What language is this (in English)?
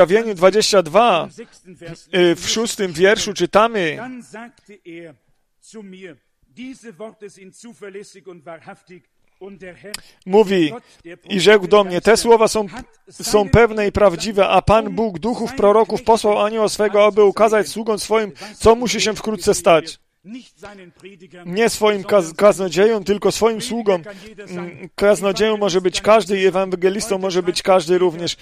Polish